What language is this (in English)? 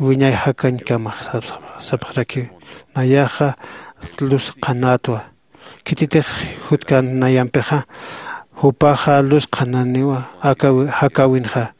Aymara